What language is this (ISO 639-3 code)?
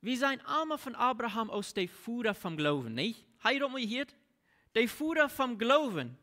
pdt